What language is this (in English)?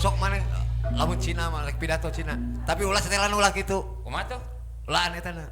Sundanese